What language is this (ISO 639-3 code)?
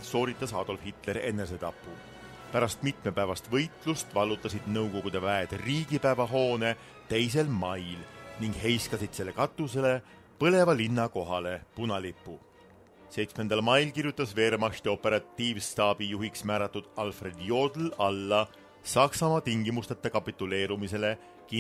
est